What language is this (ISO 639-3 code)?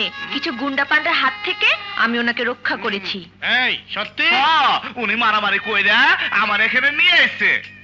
ben